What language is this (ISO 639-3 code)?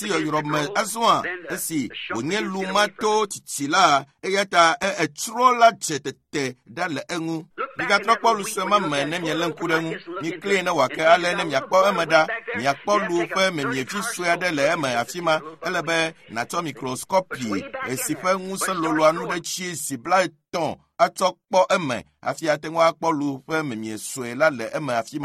ewe